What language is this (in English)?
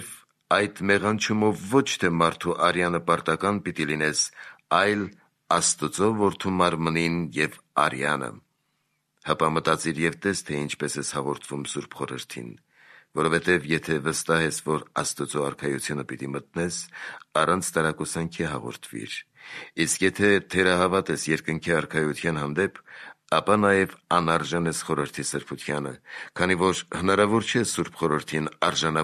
Armenian